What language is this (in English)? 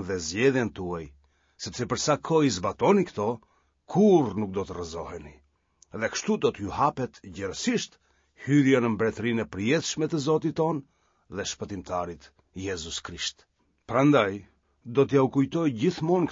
Albanian